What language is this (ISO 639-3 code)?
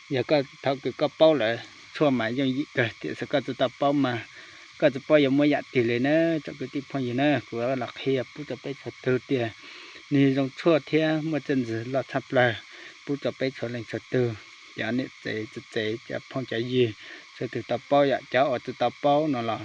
hmn